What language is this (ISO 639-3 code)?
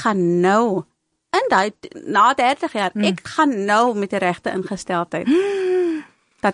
afr